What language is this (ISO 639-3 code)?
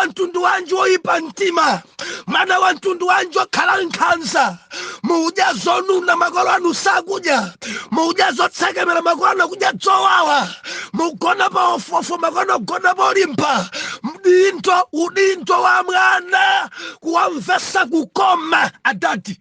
nya